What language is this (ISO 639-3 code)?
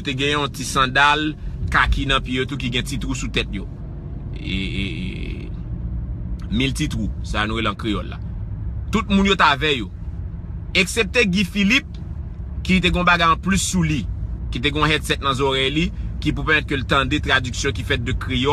hat